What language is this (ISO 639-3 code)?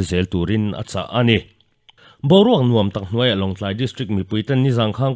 lus